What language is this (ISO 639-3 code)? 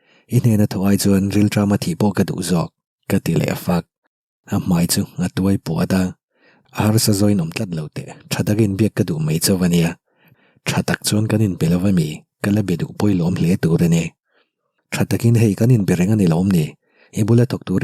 lus